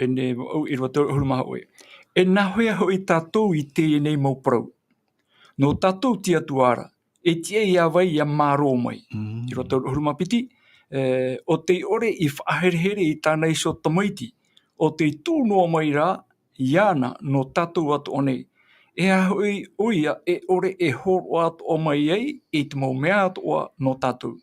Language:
Tahitian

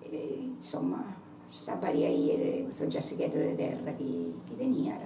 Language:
Sardinian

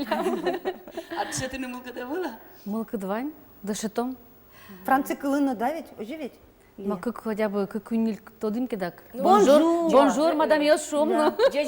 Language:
Udmurt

